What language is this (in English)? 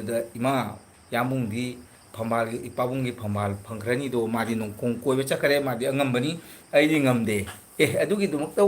Manipuri